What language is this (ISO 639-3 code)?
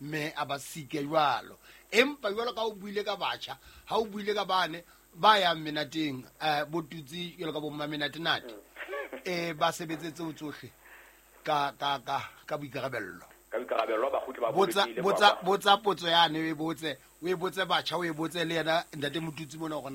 sot